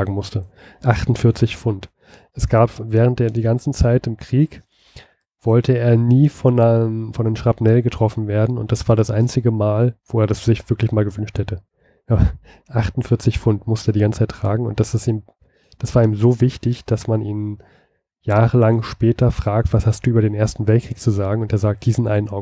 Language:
German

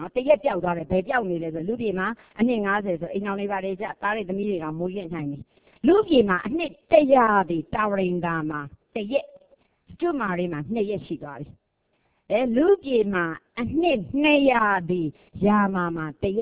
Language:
Burmese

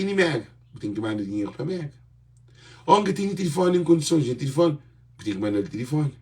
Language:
Kabuverdianu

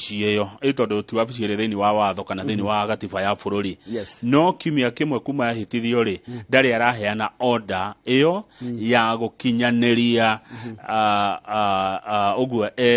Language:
Kikuyu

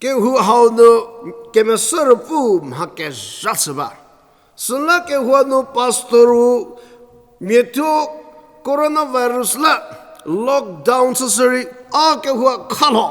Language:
Angami Naga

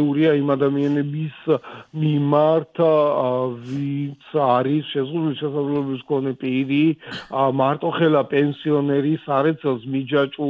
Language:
Georgian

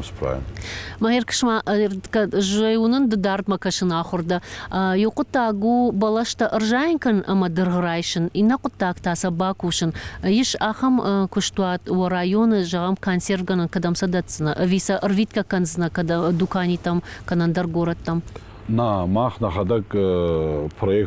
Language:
Ossetic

